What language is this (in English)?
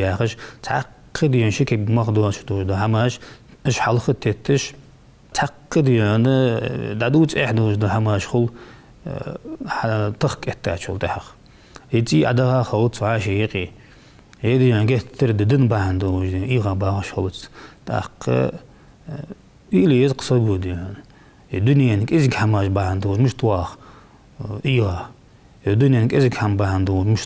Ingush